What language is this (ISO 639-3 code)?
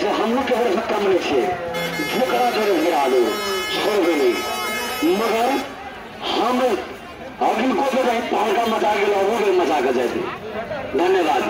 mai